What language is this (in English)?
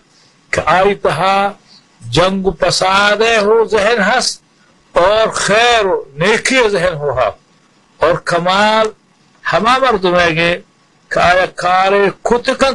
Baluchi